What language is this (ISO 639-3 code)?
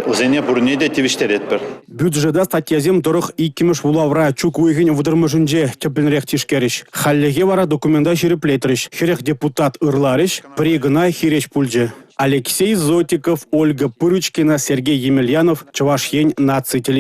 chv